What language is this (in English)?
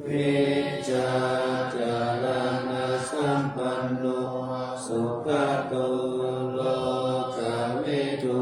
Pali